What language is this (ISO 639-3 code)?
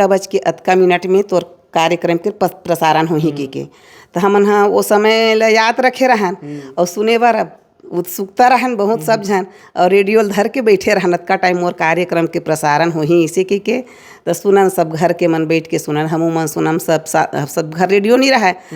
hne